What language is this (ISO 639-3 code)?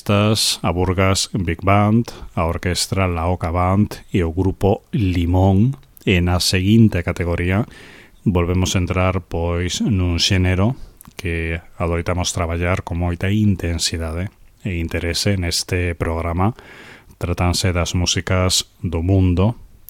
glg